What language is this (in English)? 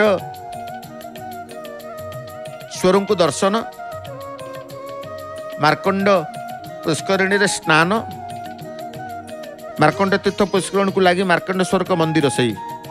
Odia